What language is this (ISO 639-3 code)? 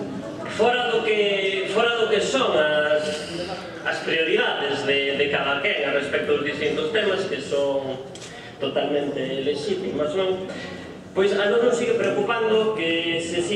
glg